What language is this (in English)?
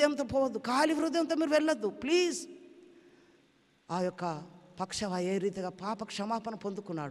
Telugu